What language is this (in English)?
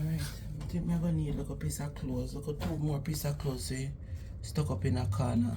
Jamaican Creole English